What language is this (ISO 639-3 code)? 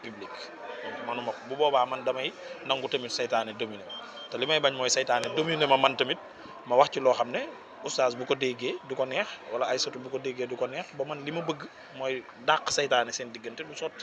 wol